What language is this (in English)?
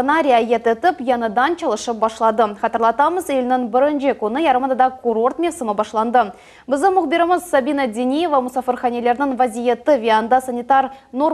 Crimean Tatar